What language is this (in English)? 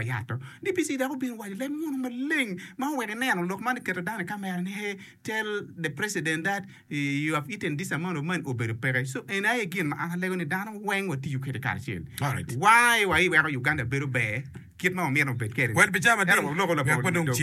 Acoli